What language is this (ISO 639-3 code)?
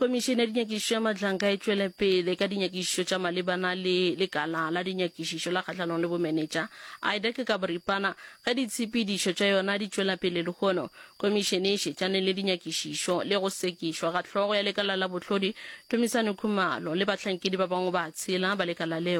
nso